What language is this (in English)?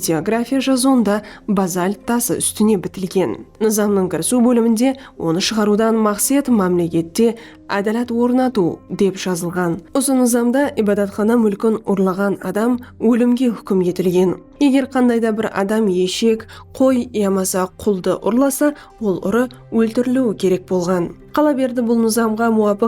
Kara-Kalpak